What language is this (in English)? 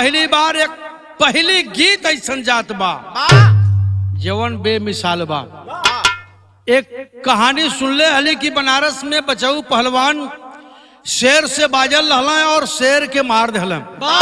Bhojpuri